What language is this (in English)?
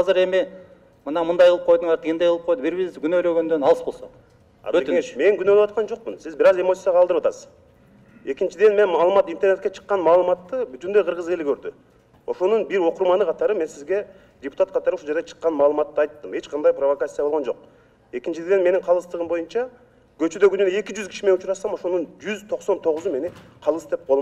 Kyrgyz